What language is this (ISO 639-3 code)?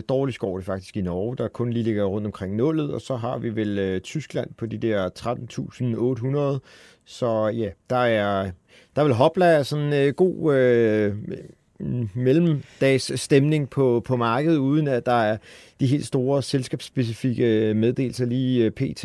dan